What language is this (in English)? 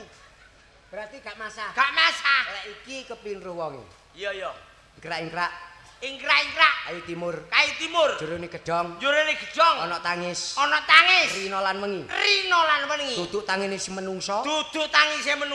Javanese